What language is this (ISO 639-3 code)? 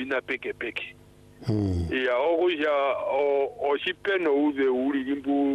swa